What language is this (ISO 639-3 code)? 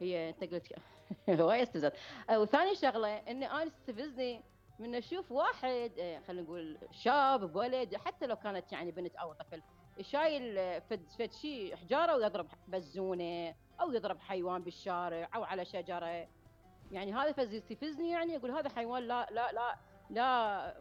acm